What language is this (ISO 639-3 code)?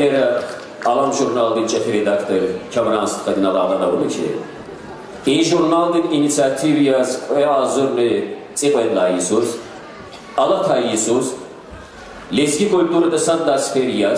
lez